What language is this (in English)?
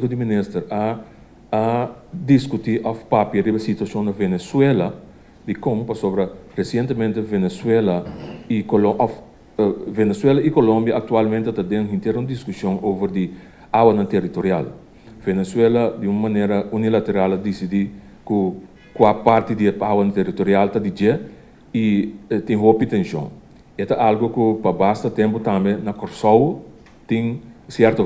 Papiamento